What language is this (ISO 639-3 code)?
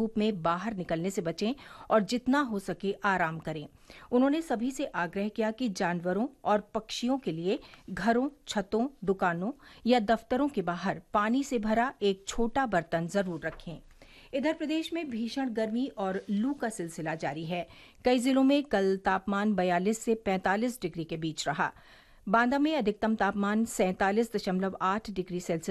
hin